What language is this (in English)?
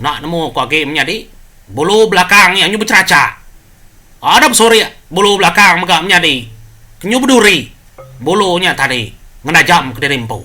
Iban